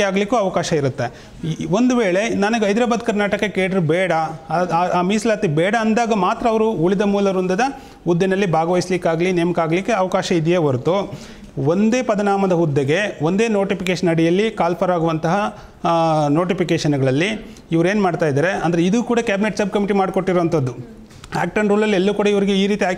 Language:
Kannada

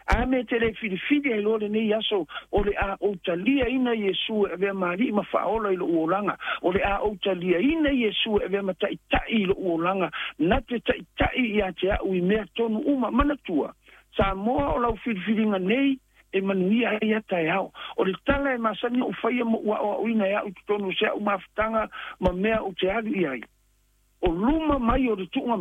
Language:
Samoan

